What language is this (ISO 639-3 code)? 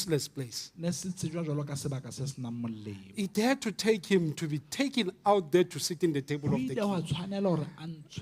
sot